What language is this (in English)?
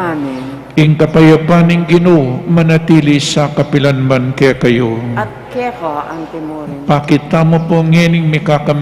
Pampanga